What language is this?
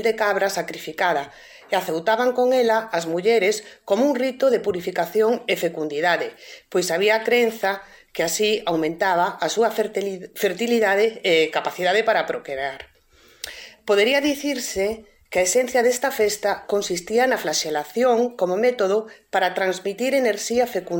Galician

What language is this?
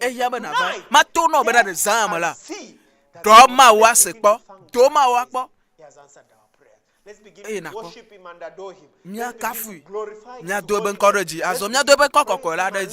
Ewe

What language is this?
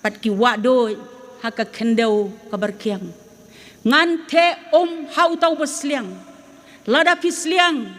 Khasi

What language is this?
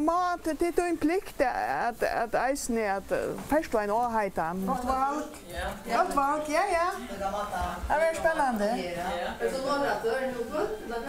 Faroese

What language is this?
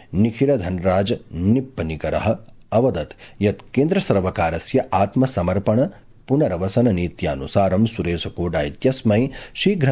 Sanskrit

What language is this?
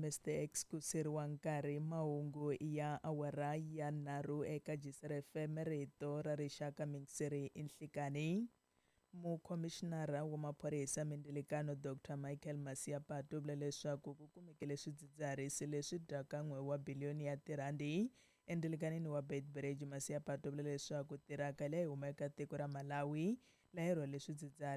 Tsonga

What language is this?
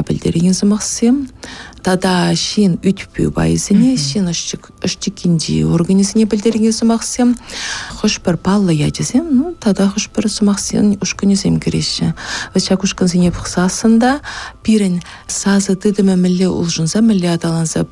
Chuvash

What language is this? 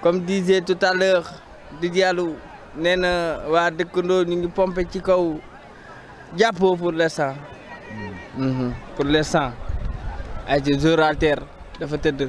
Wolof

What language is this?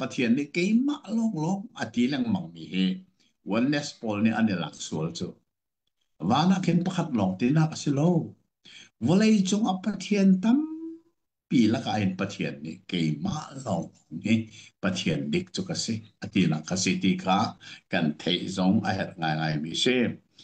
Hakha Chin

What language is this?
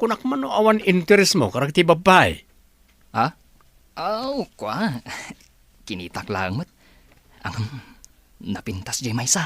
Iloko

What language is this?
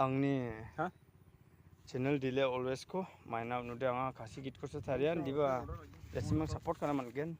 Garo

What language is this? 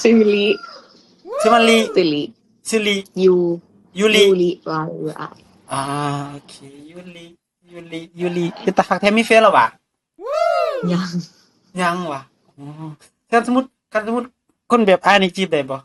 Lao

